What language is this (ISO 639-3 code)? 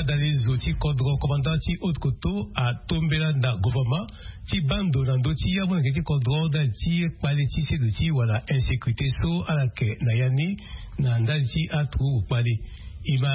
sag